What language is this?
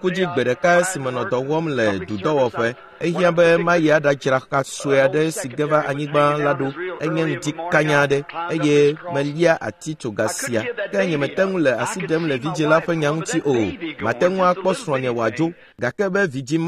Ewe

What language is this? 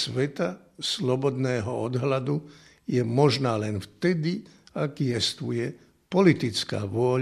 Slovak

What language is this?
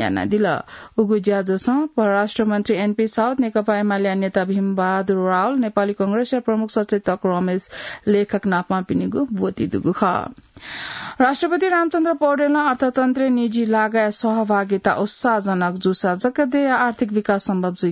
Newari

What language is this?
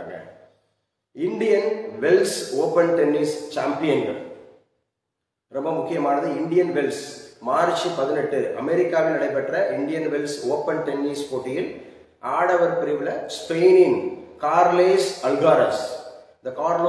Tamil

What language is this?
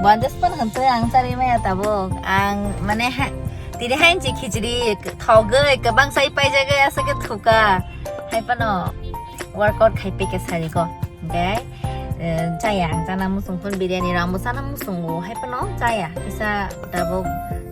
Kok Borok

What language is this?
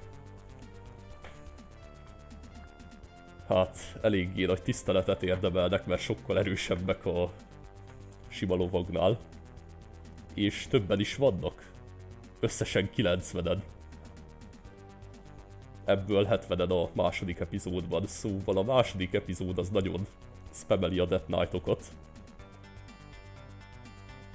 Hungarian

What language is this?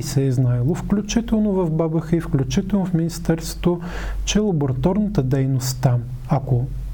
Bulgarian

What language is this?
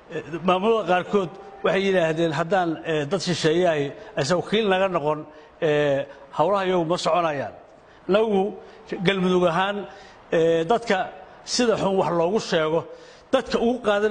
Somali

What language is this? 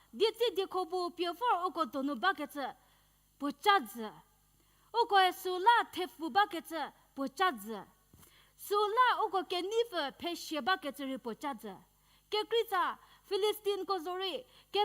Angami Naga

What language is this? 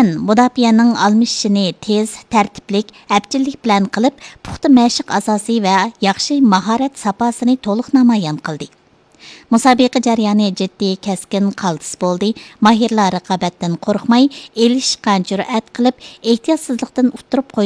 Uyghur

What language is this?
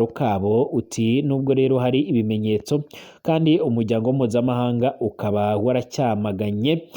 Rundi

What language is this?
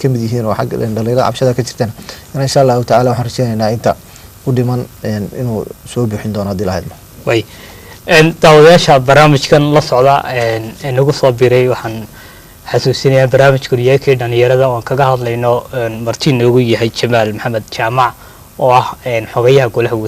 Somali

